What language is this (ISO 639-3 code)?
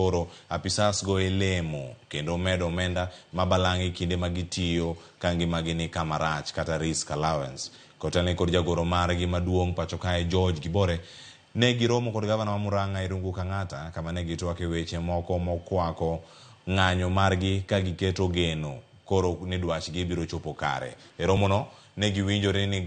luo